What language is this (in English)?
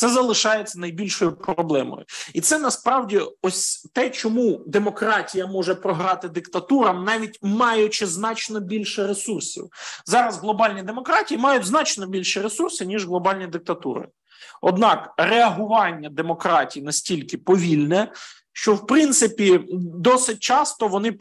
Ukrainian